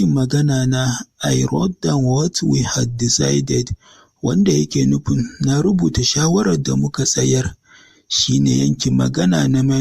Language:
Hausa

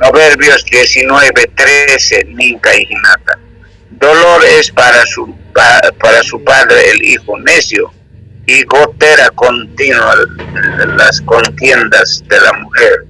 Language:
South Bolivian Quechua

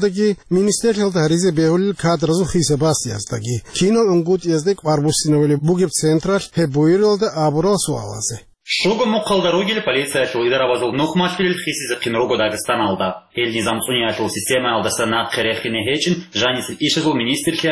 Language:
Avaric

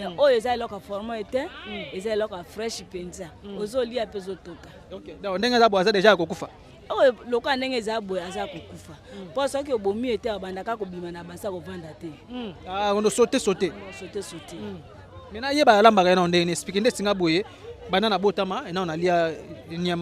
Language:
Lingala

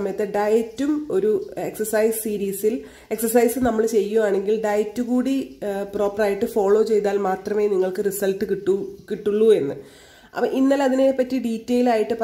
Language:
Malayalam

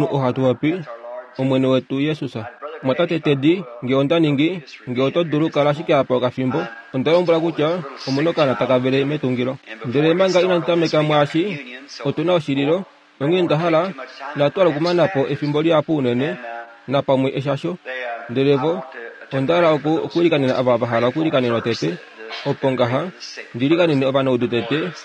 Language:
Kuanyama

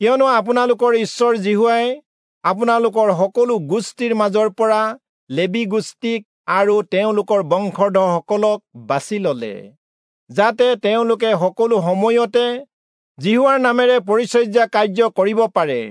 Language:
Assamese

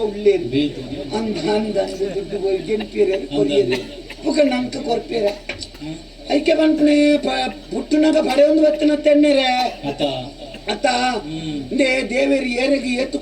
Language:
Tulu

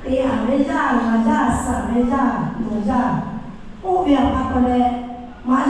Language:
Lahu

